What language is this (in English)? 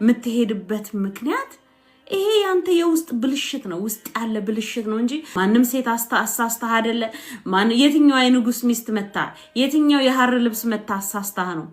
Amharic